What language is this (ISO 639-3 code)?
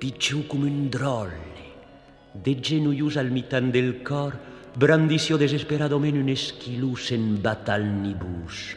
oci